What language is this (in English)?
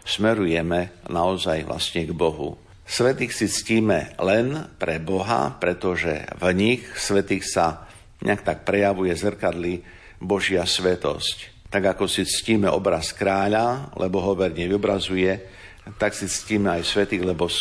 Slovak